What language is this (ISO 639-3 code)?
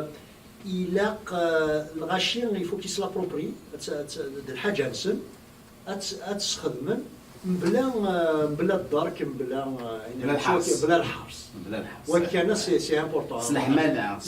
kab